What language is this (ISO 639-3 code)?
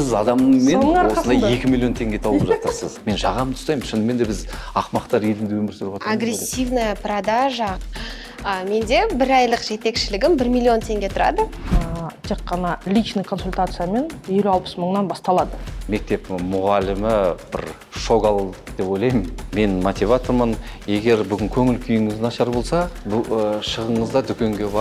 kaz